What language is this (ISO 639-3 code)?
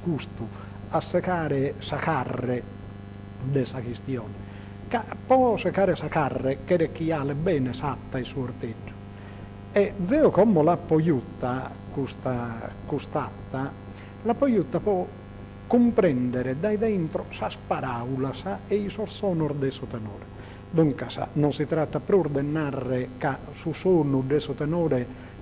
srd